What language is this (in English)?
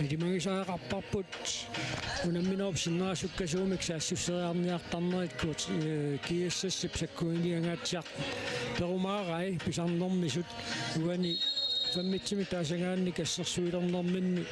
Kalaallisut